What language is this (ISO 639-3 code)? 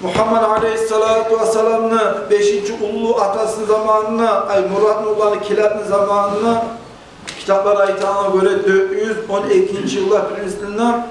kum